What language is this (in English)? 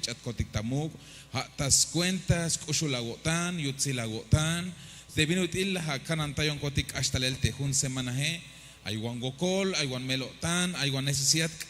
Tzeltal